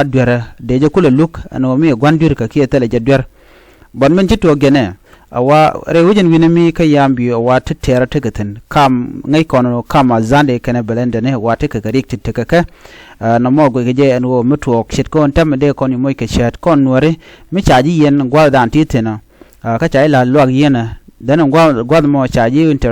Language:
Nuer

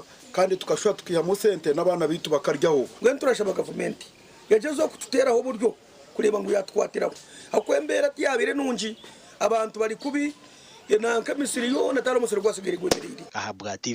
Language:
Nyankole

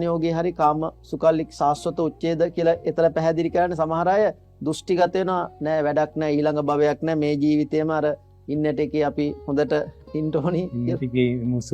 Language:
Sinhala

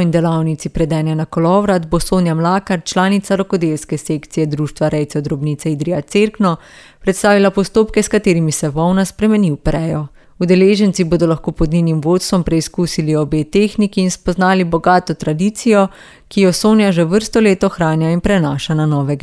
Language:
Slovenian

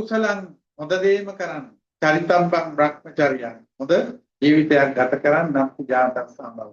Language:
Sinhala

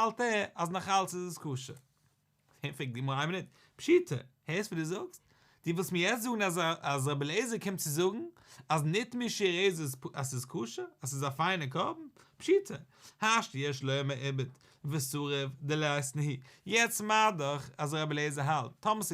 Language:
Yiddish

